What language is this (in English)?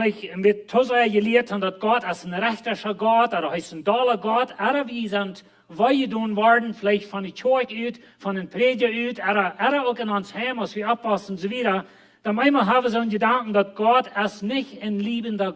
Plautdietsch